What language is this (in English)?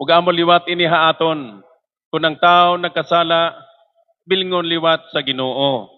Waray